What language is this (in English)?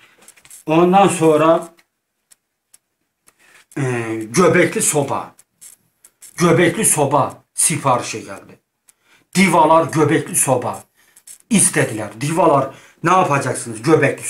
Turkish